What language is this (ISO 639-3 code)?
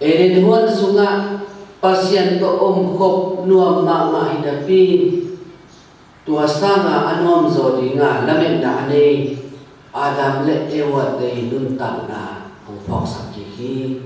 ctd